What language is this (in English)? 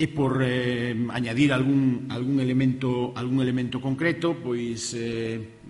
Galician